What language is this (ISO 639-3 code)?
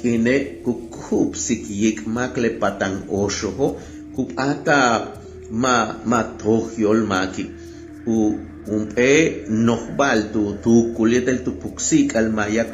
yua